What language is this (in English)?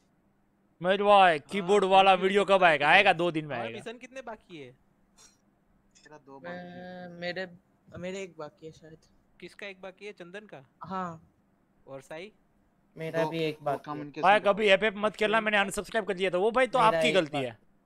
Hindi